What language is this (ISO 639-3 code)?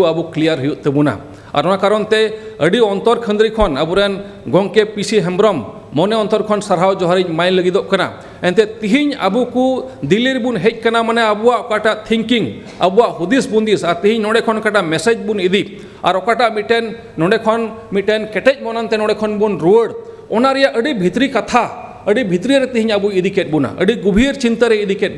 sat